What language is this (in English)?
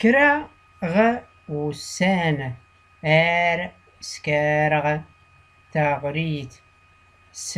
Tachelhit